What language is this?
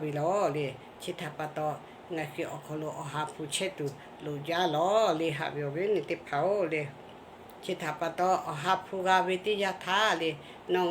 Lahu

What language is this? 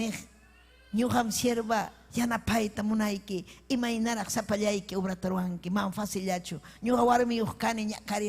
Ayacucho Quechua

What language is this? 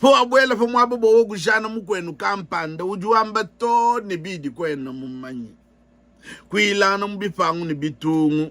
Luba-Lulua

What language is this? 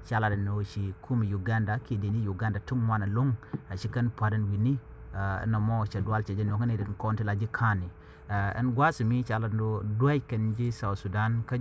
Nuer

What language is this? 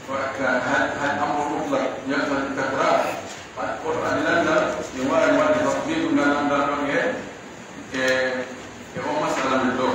Pular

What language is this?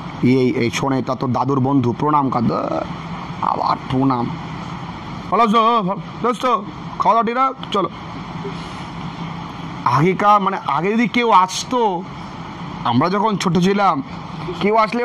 Bangla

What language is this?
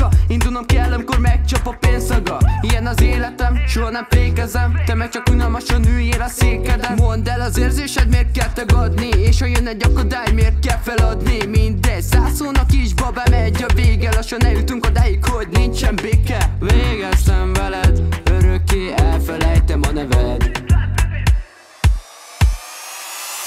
Hungarian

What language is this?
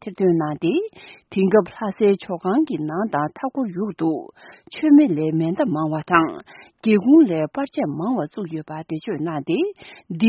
Tibetan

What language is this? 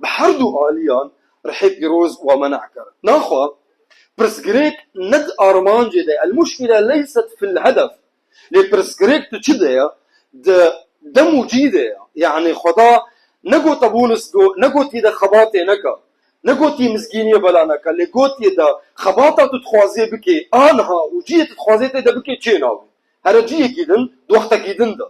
Kurdish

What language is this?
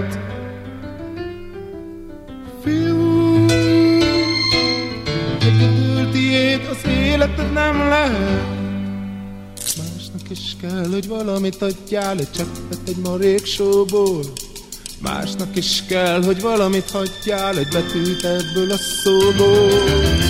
Hungarian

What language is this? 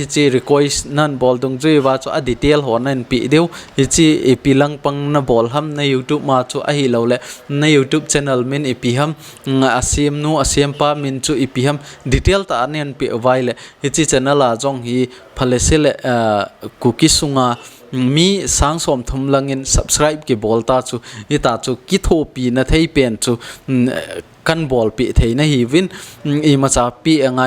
Thado Chin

